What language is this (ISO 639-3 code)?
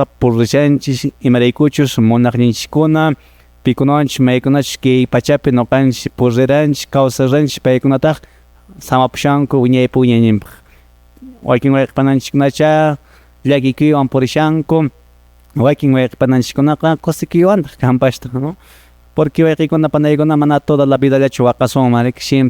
que